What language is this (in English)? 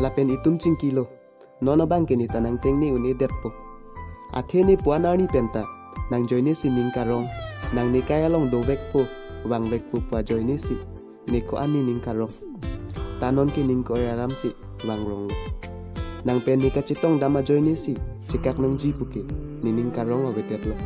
Karbi